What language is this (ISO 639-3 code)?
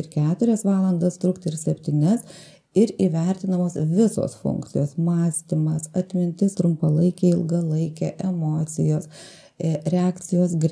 lit